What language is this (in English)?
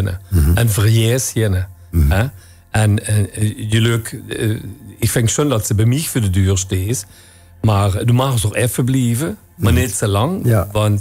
Limburgish